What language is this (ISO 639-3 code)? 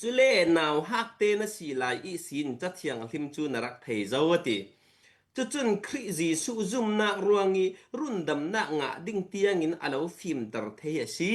cfm